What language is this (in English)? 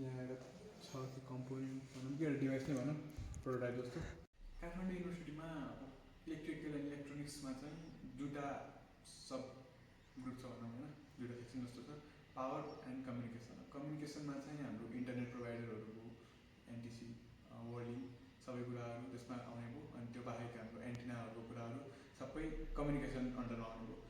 Nepali